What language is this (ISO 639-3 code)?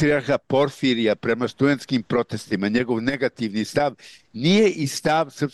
srp